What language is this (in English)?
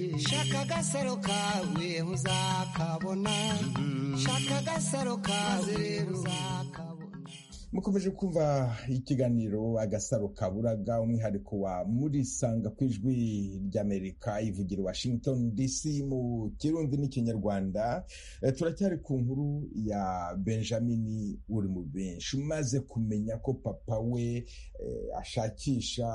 Kinyarwanda